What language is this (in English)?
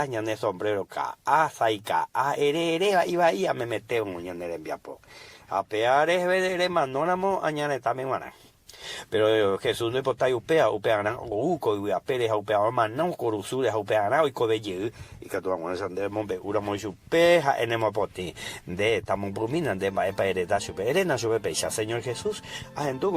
Guarani